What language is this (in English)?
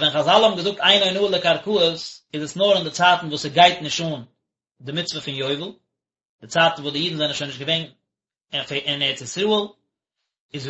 Yiddish